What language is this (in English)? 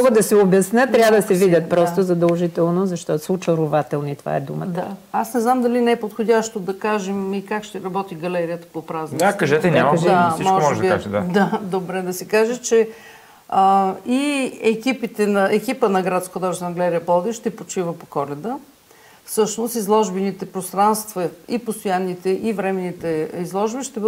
Bulgarian